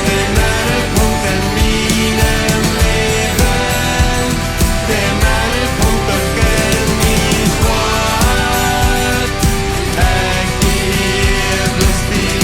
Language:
Plautdietsch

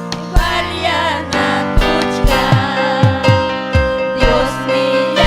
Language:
Ayacucho Quechua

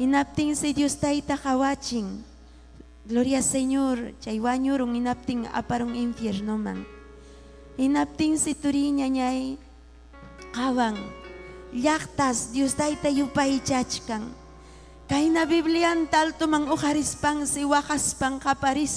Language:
Ayacucho Quechua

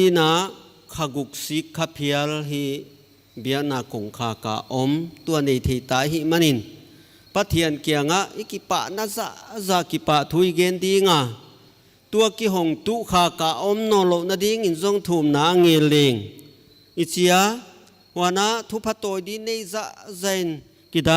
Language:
Paite Chin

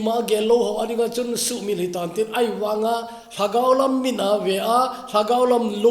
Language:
Thado Chin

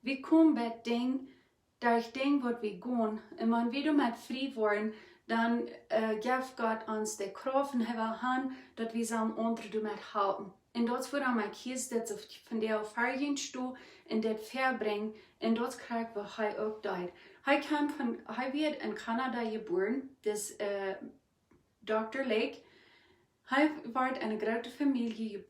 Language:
Plautdietsch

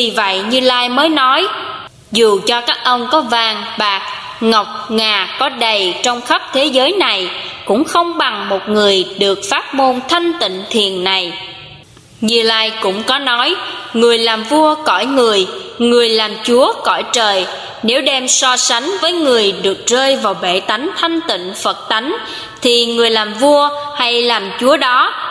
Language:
Vietnamese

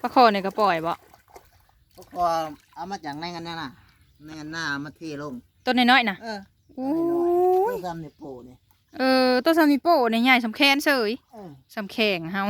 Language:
Northeastern Thai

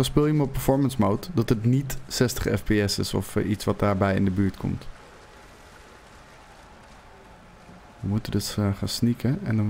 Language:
Dutch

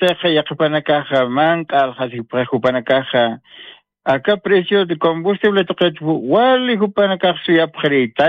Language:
Aymara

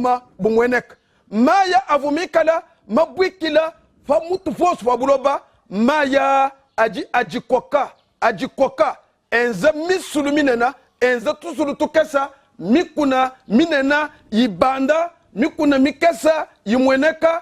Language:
Luba-Lulua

